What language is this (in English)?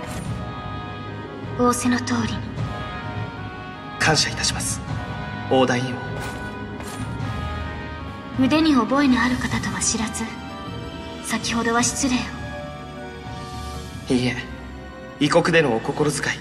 Japanese